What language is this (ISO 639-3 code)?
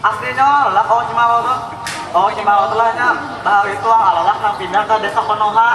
bjn